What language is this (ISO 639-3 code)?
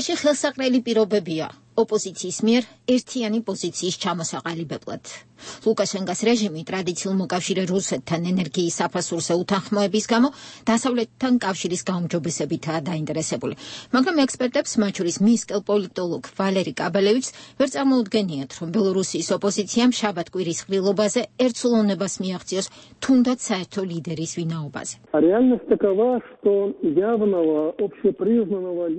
kat